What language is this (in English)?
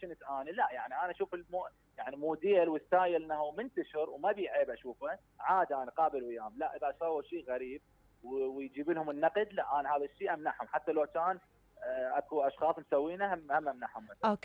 Mesopotamian Arabic